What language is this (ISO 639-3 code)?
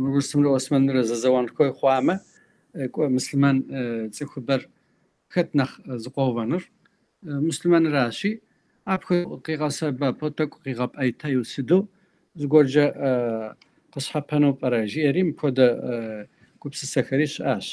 kbd